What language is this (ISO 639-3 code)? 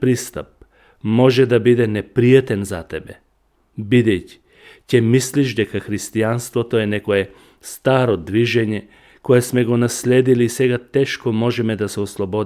mkd